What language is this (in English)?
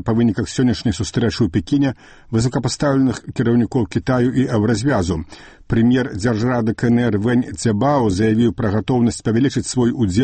Belarusian